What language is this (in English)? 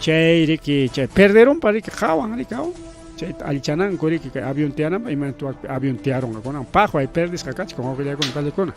Ayacucho Quechua